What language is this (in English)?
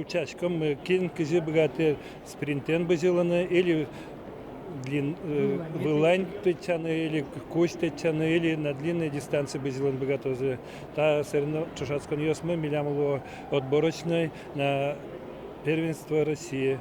Udmurt